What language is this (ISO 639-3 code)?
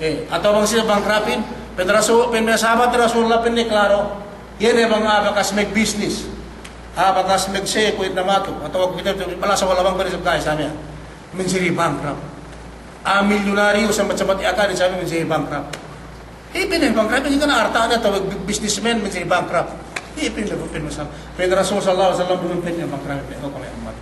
yka